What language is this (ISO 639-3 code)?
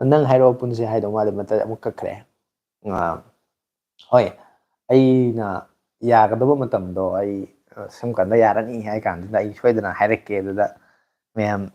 mni